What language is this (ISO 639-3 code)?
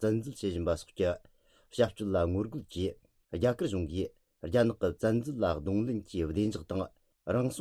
bod